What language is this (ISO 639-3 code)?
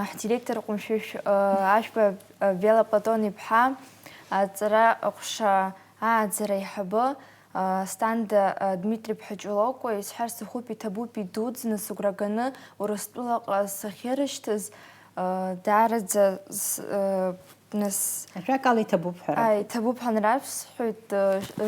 abk